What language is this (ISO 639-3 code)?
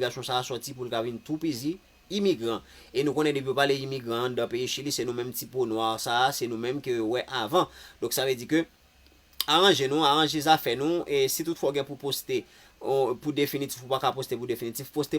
hat